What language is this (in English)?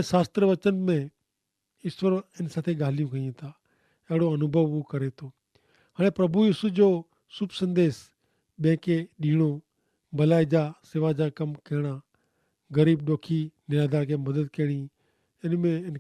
Kachhi